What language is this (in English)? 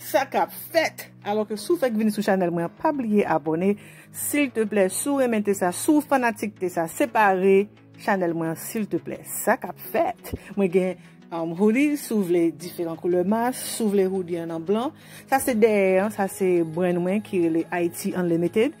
Haitian Creole